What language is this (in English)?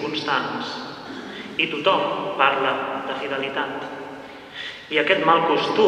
Catalan